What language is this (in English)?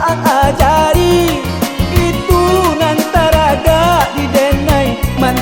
Minangkabau